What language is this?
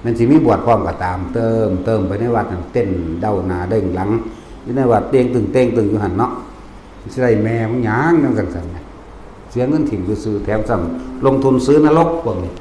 Northeastern Thai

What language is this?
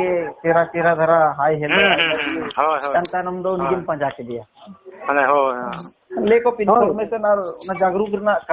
Santali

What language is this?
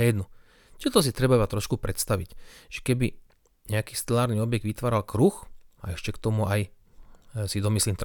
Slovak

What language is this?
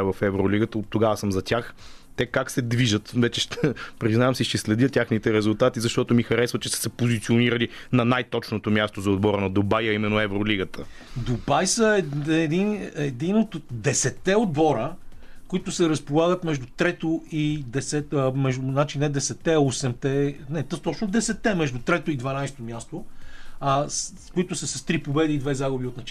Bulgarian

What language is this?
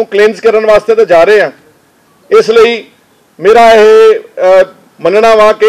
Punjabi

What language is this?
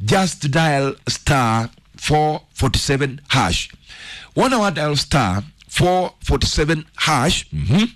Kikuyu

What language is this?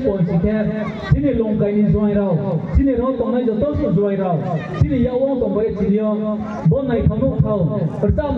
Riang (India)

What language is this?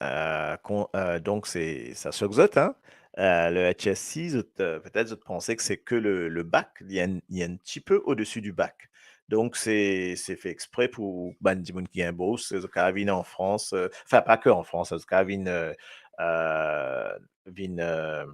Morisyen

